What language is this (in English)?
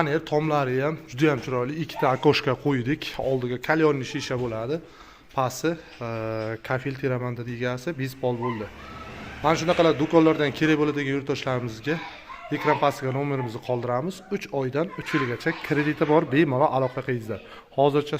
Uzbek